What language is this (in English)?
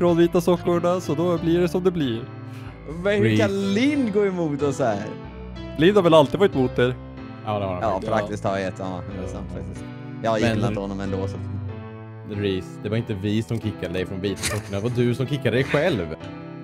Swedish